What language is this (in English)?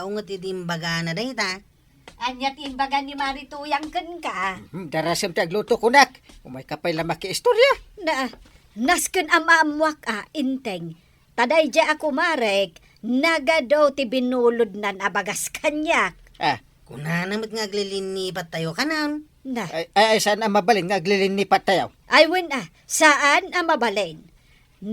Iloko